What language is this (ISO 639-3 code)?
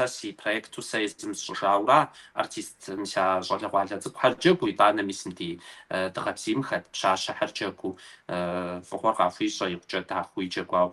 kbd